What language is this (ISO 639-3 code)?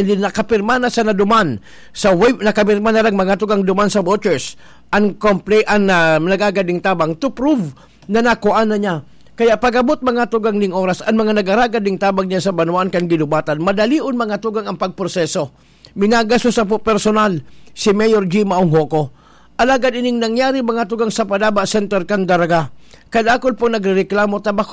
bik